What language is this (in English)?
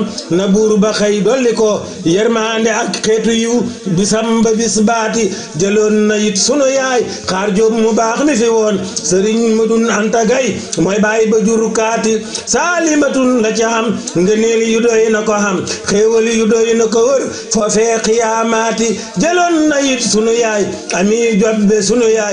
Wolof